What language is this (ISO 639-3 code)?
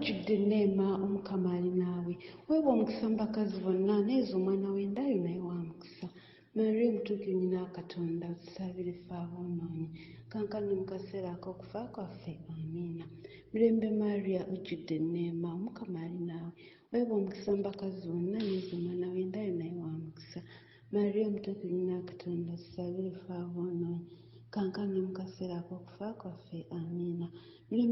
lug